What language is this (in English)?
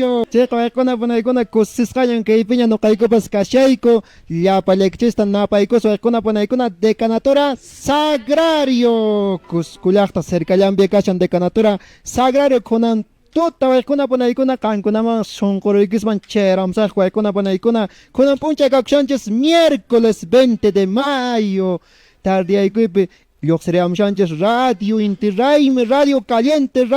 Quechua